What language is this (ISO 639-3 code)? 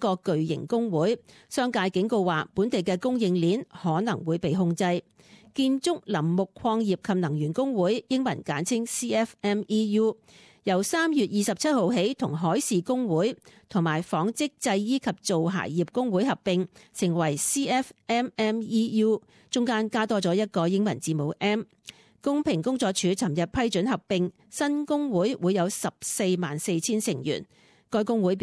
yue